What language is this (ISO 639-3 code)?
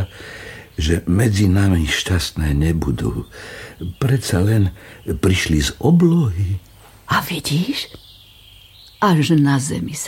slk